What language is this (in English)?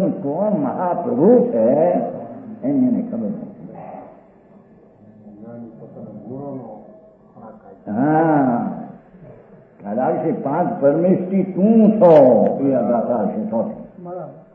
Gujarati